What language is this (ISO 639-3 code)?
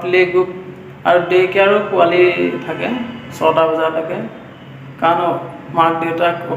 asm